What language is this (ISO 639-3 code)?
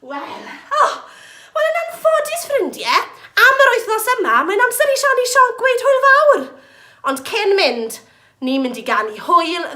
cym